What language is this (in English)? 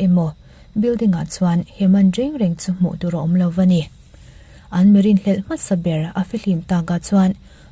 Mizo